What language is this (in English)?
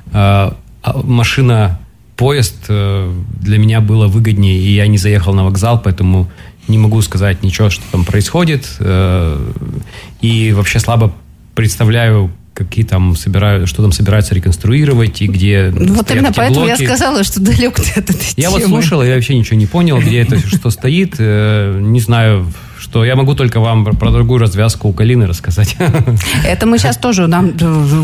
Russian